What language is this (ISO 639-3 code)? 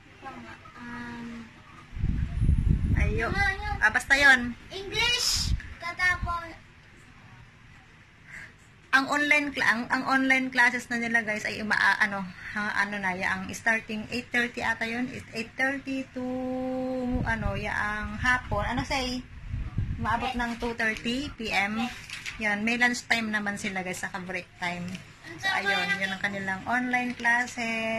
fil